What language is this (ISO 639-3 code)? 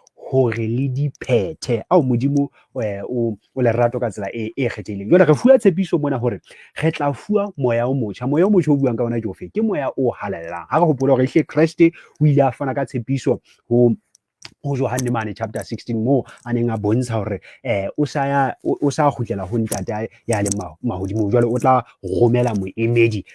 sot